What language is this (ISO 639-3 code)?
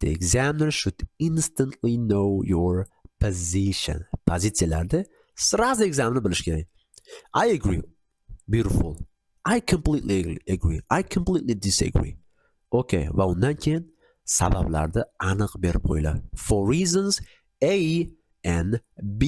uzb